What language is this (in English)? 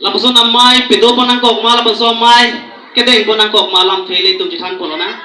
Karbi